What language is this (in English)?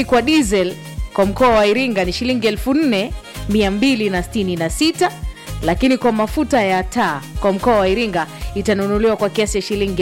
Swahili